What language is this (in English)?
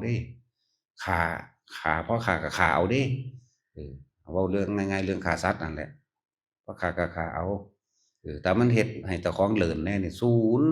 Northeastern Thai